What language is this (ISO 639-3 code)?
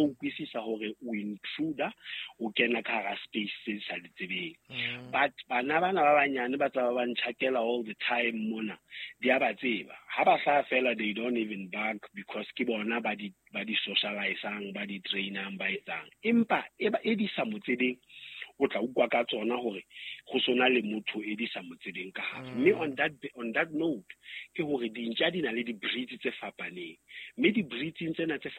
sot